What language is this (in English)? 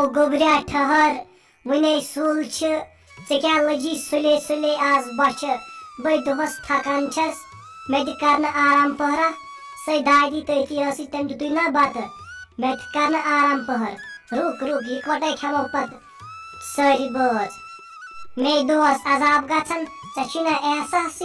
Kashmiri